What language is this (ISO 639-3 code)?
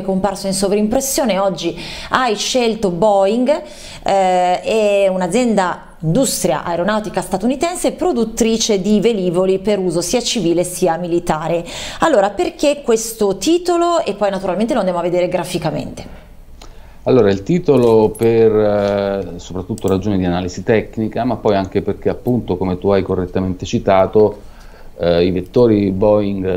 ita